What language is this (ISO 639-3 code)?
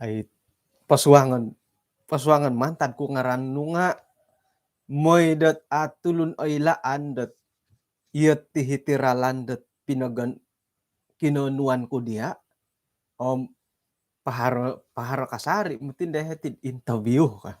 dtp